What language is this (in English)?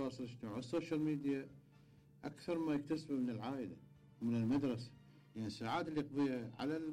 Mesopotamian Arabic